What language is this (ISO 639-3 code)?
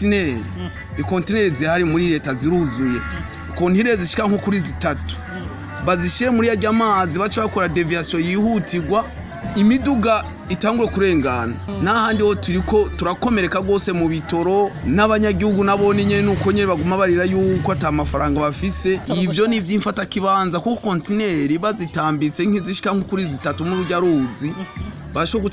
run